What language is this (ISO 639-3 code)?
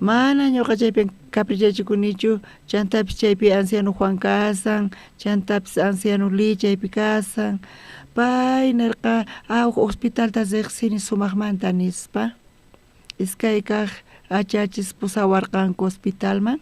quh